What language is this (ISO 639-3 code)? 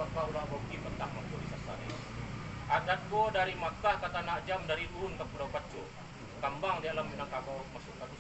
min